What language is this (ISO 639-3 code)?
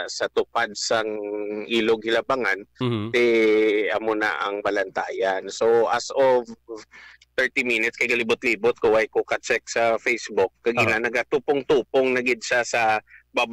hil